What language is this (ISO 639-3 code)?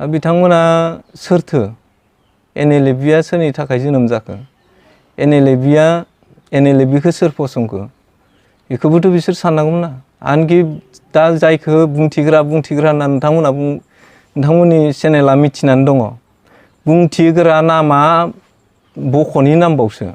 brx